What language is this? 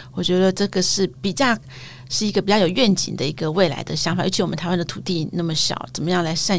Chinese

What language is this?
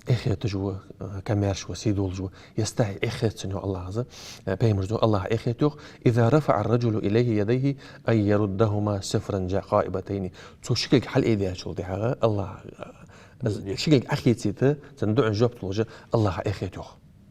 Ingush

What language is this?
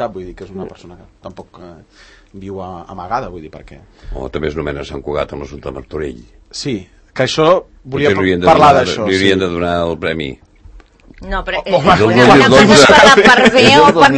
Catalan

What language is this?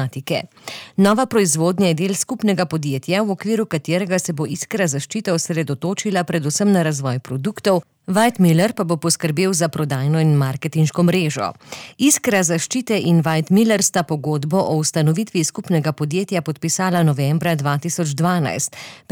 Slovenian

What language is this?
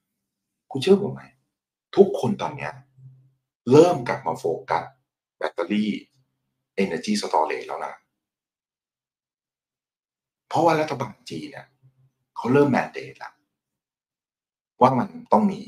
Thai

